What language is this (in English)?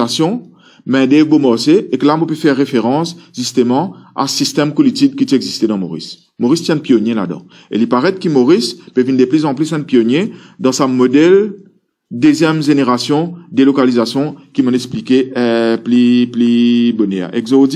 Morisyen